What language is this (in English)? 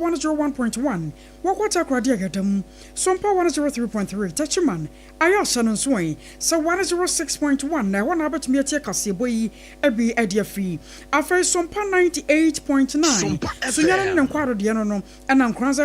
Akan